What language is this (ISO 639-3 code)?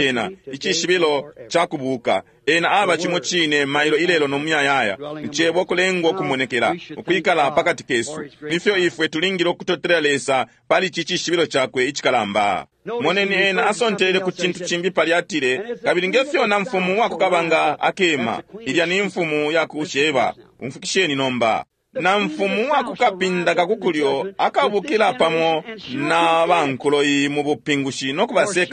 bem